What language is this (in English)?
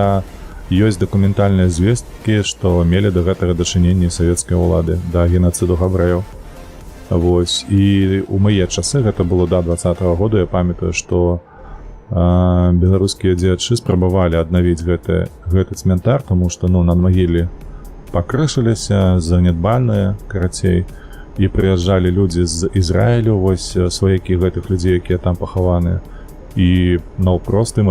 Belarusian